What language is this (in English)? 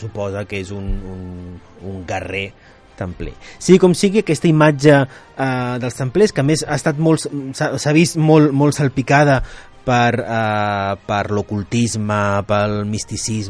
Catalan